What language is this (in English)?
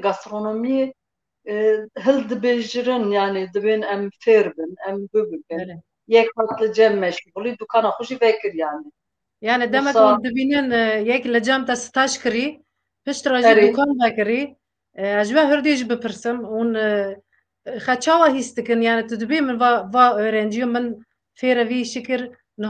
Kurdish